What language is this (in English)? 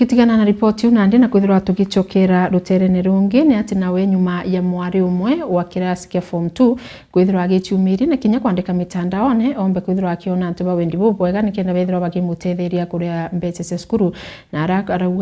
Meru